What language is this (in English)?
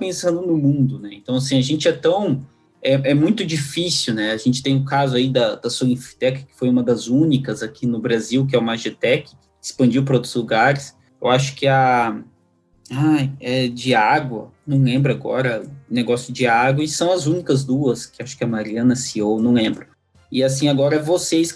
Portuguese